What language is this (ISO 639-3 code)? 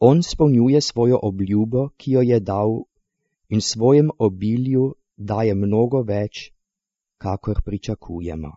slv